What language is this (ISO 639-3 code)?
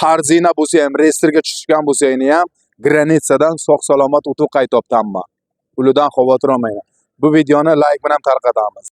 uzb